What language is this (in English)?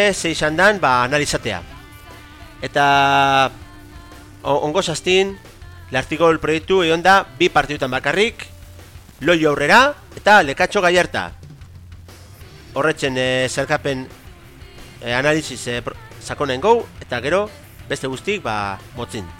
Basque